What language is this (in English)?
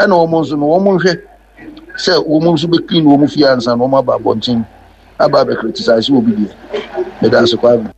Akan